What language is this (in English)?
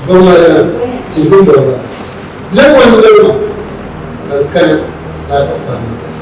Dagbani